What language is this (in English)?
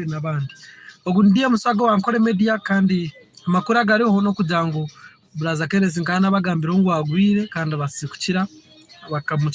Nyankole